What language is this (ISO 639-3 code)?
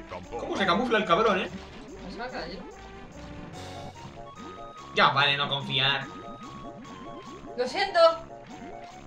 spa